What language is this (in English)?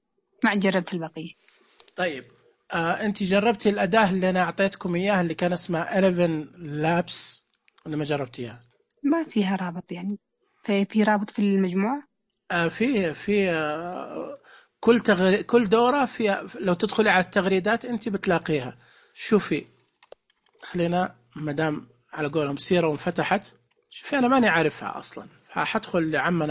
Najdi Arabic